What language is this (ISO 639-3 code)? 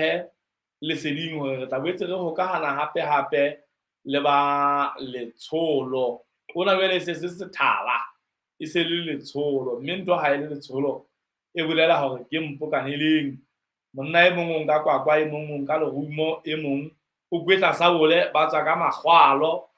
sot